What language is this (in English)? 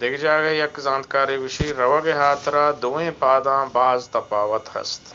Eastern Balochi